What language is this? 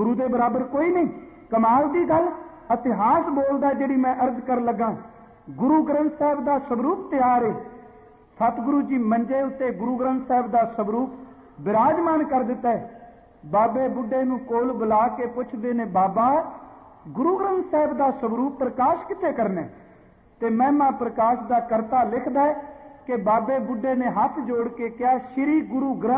Punjabi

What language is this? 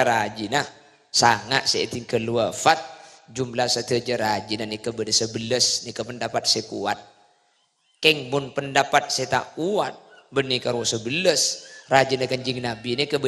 Madurese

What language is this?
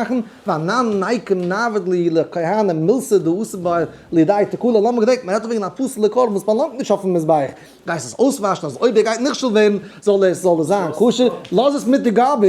Yiddish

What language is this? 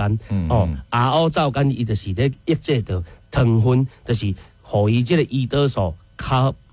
Min Nan Chinese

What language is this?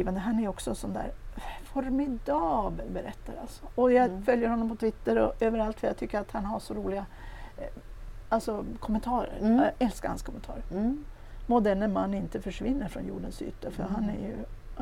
Swedish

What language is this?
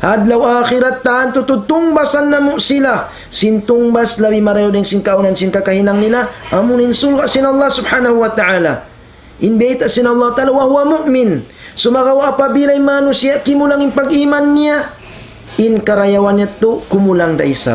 Tausug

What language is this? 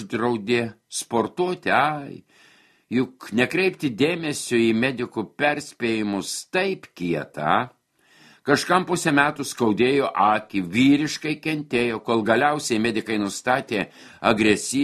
Lithuanian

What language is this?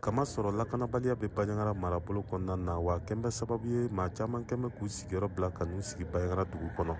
Bambara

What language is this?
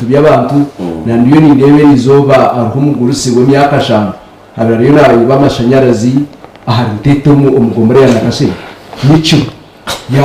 Nyankole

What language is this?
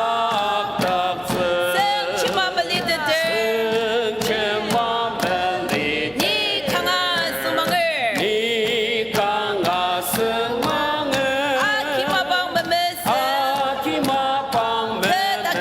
Ao Naga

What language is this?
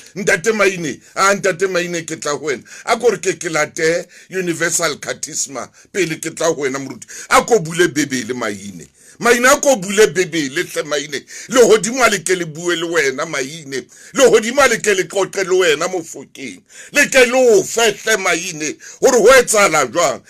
Southern Sotho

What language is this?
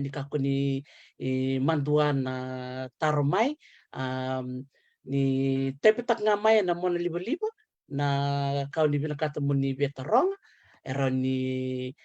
Fijian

